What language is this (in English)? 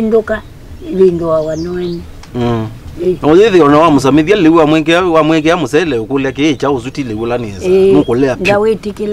Kamba